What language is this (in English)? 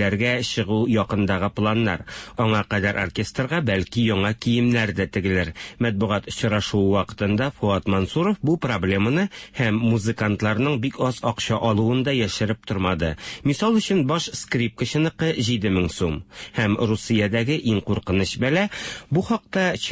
Tatar